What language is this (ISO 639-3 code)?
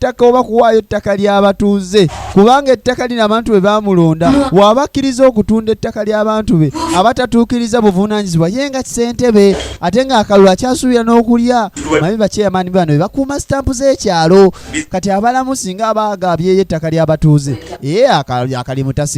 lug